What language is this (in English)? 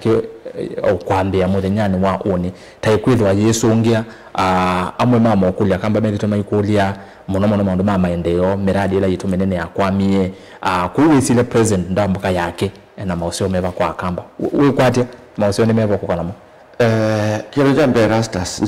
Kamba